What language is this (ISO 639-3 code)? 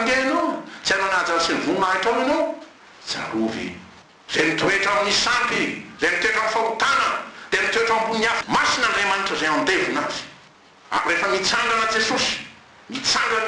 mlg